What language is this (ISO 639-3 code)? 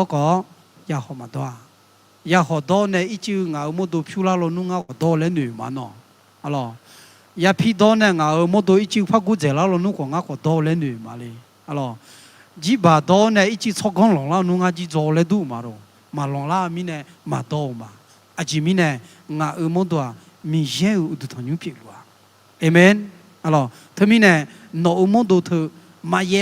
ahk